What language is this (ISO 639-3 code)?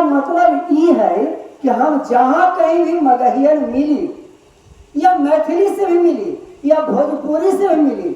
mag